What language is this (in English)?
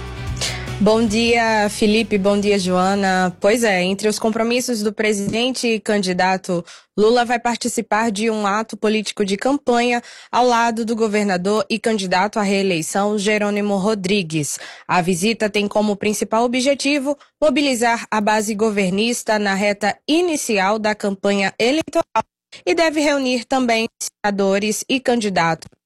Portuguese